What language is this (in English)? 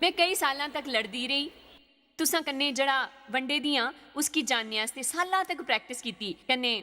Dogri